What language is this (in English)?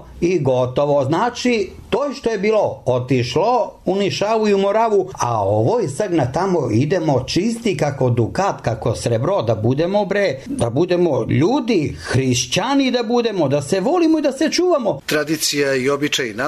Serbian